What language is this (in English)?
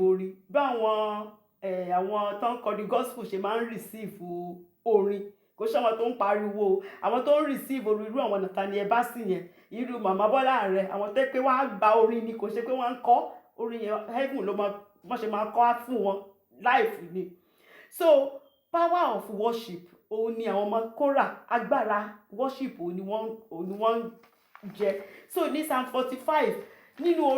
Yoruba